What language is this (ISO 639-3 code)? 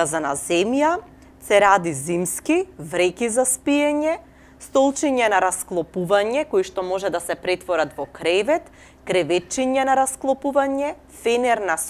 mkd